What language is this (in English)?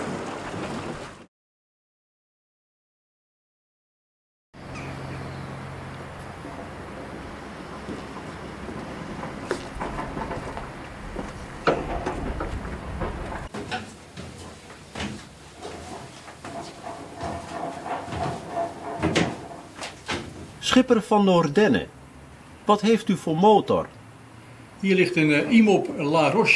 Dutch